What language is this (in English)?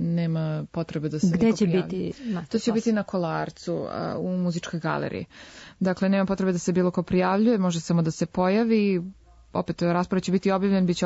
Serbian